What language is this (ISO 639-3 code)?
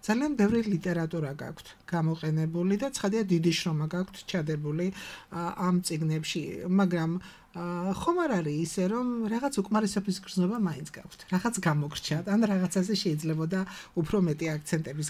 kat